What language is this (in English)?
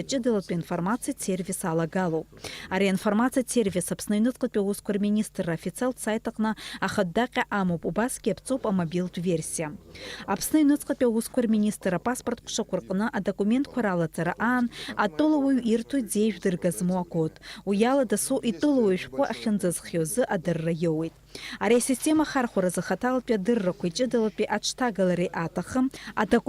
Abkhazian